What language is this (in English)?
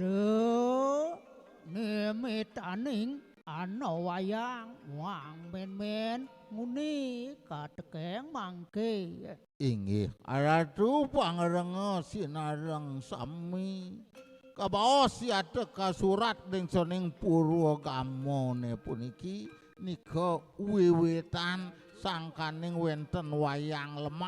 Balinese